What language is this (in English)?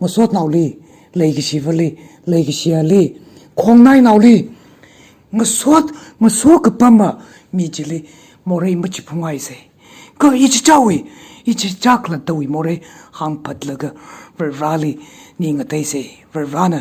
Tangkhul Naga (India)